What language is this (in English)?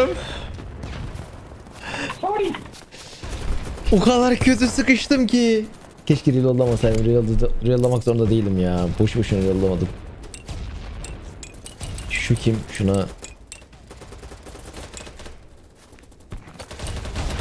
Turkish